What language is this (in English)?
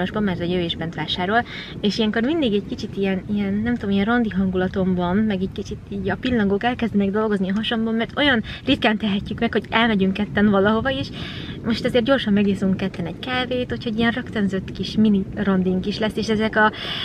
Hungarian